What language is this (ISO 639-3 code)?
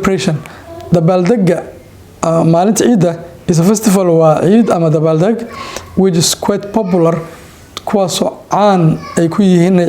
som